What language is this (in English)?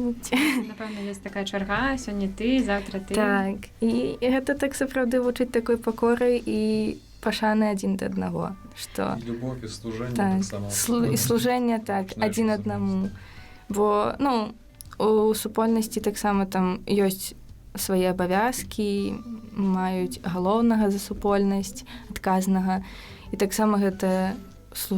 Belarusian